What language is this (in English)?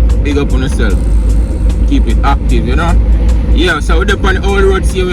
Jamaican Creole English